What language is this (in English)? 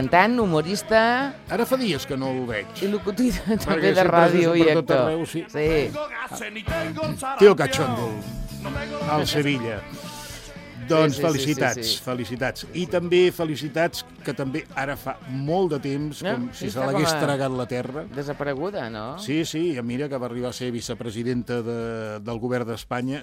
Catalan